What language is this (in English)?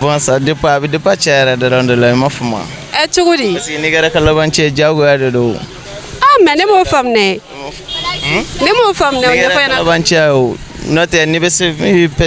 Bambara